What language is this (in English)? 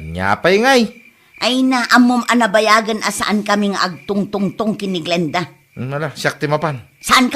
Iloko